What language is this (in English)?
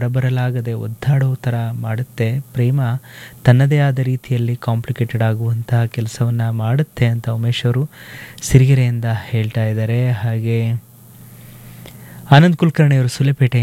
Kannada